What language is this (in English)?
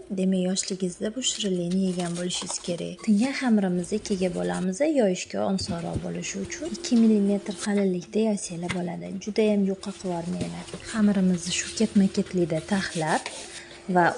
Uzbek